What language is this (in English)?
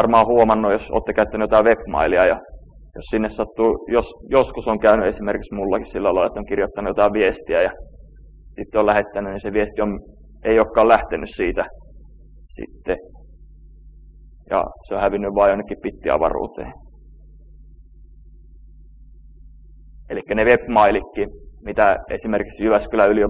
Finnish